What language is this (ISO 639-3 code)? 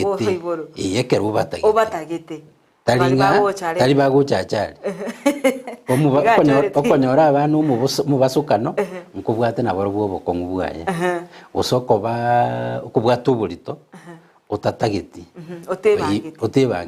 guz